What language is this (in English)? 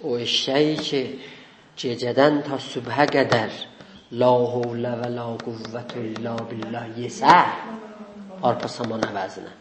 South Azerbaijani